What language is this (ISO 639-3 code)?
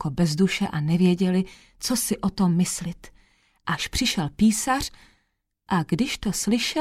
ces